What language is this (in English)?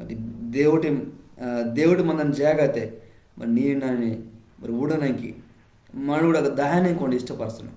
Koya